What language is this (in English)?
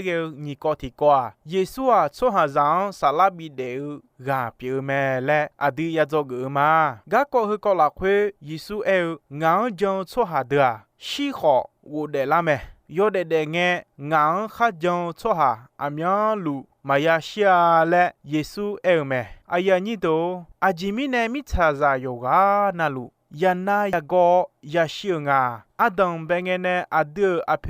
Akha